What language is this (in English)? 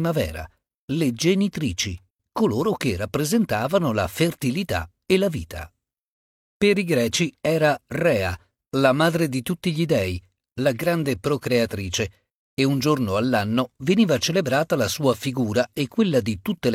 Italian